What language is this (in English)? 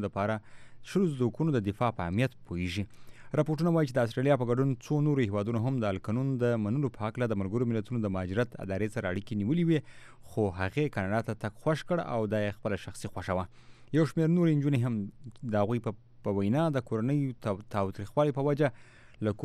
Pashto